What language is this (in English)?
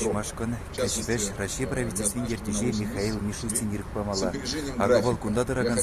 Chuvash